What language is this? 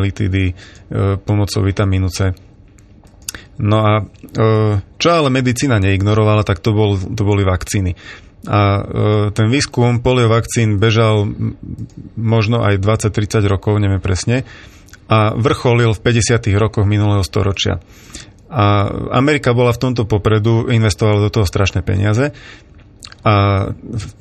Slovak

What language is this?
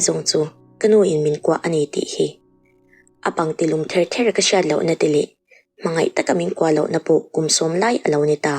Mizo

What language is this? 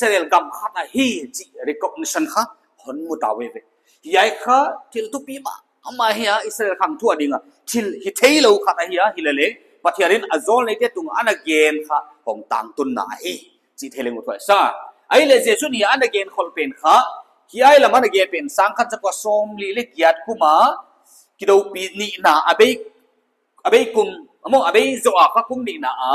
Paite Chin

